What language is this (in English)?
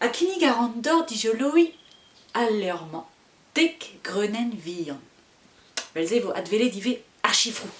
Breton